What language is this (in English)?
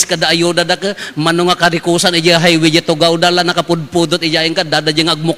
Iloko